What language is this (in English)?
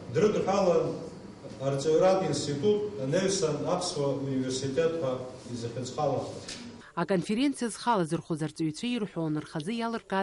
Abkhazian